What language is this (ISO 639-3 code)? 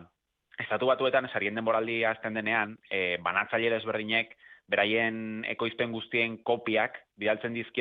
eus